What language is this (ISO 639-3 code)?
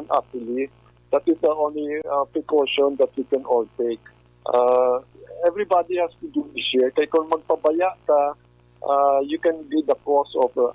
hil